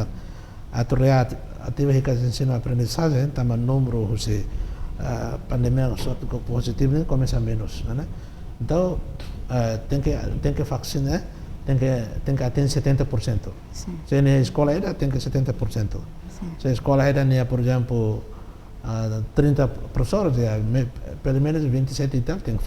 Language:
Tetum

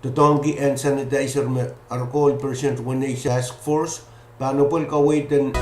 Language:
Pohnpeian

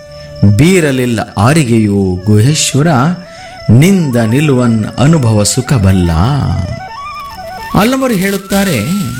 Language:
Kannada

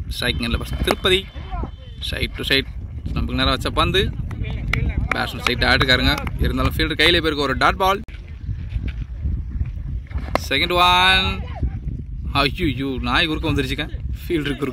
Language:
Tamil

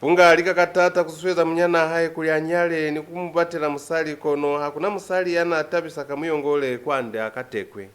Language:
Lozi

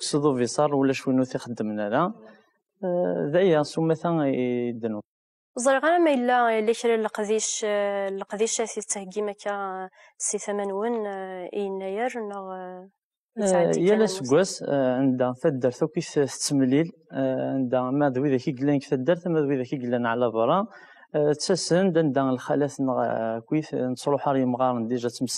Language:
Kabyle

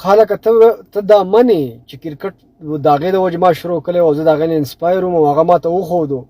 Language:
Pashto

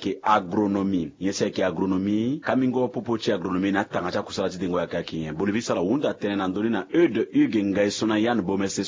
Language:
Sango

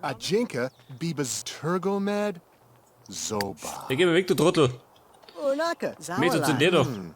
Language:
Bavarian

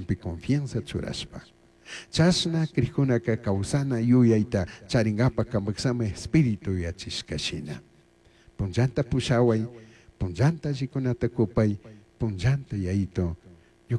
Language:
Chimborazo Highland Quichua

